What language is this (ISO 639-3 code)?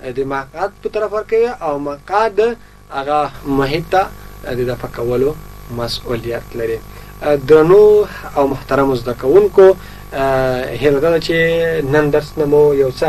pus